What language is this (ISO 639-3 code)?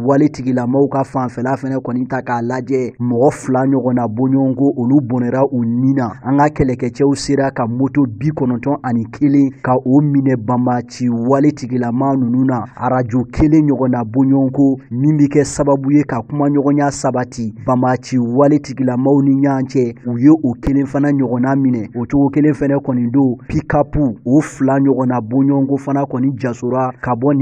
bam